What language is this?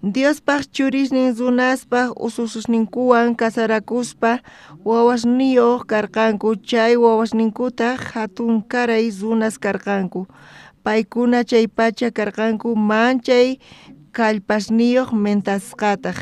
South Bolivian Quechua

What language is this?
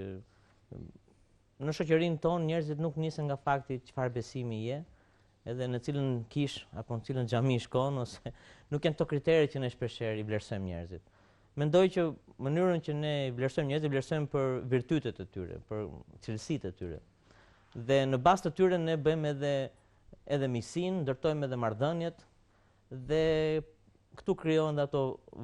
Albanian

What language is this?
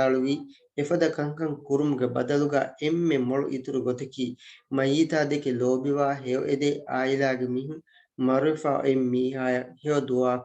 Divehi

